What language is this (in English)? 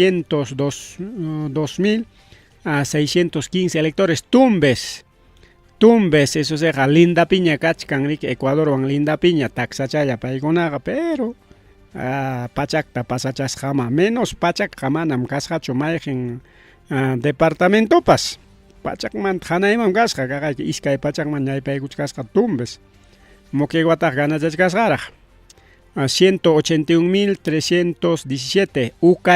Ayacucho Quechua